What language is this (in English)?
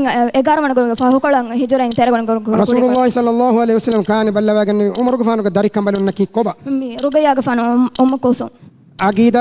Divehi